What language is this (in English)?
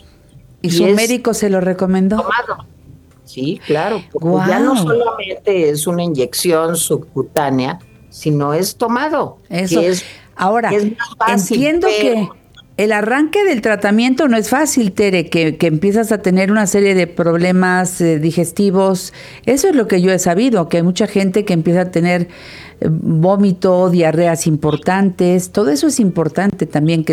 Spanish